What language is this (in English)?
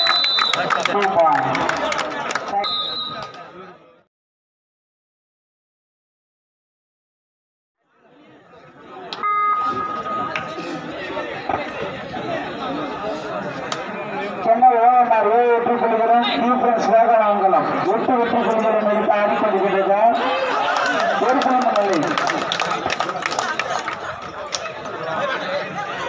Tamil